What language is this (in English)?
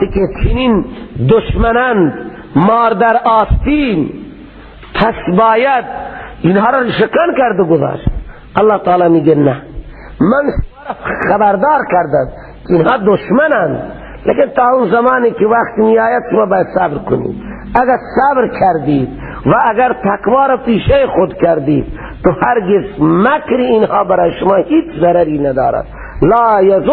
Persian